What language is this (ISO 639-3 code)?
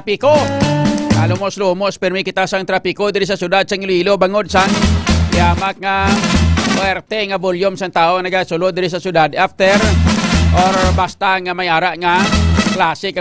hil